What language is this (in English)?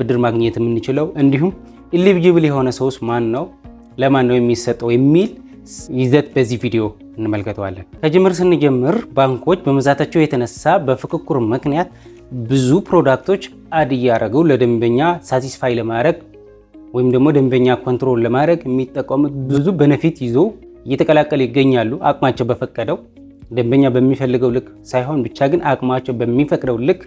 Amharic